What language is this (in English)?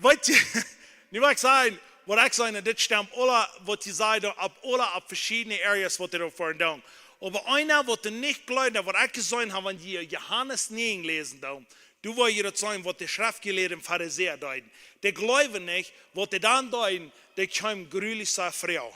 Plautdietsch